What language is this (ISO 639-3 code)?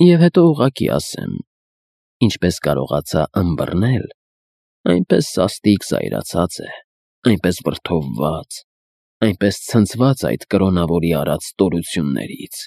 hye